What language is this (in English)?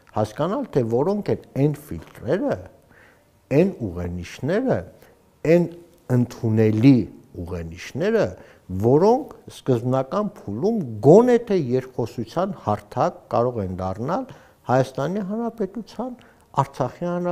Armenian